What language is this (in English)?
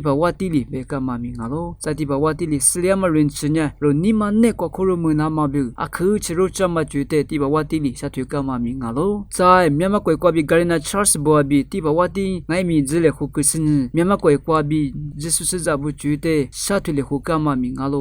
Lisu